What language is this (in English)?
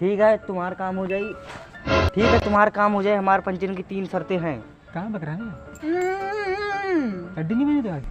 Awadhi